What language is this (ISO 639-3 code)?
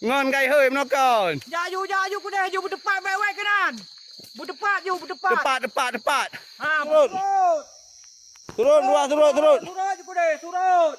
ace